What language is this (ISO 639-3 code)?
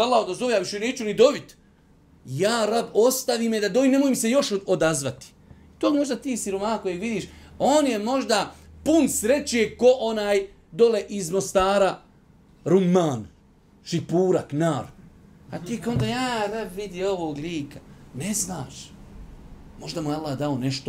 bos